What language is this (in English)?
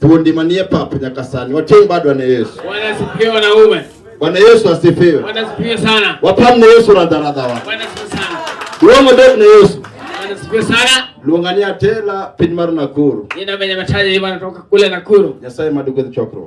Luo (Kenya and Tanzania)